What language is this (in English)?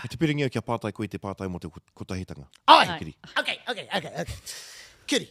Māori